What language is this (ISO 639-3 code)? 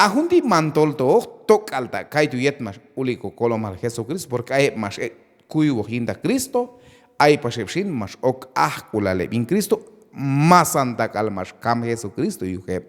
kjb